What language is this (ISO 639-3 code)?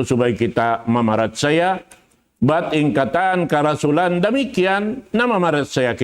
tsg